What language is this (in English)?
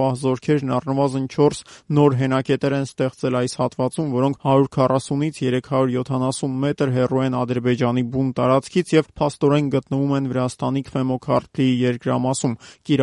Armenian